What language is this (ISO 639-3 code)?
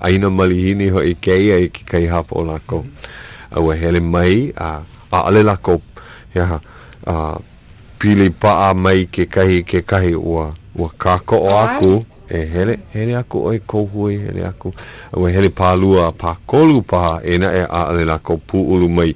haw